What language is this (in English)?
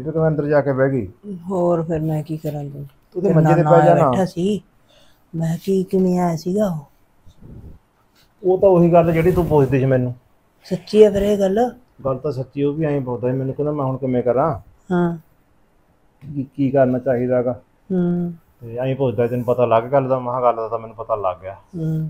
Punjabi